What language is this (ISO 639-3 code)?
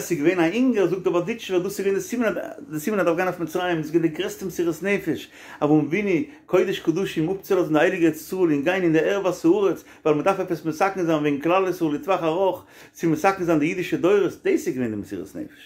yid